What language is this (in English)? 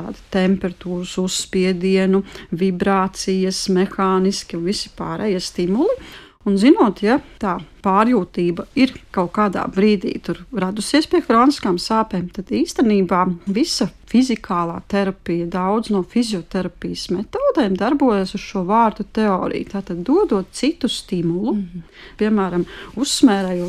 Latvian